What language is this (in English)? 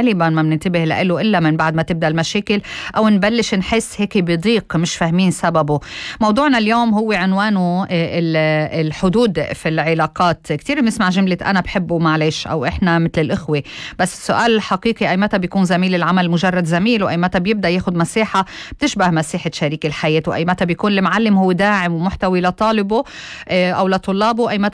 North Levantine Arabic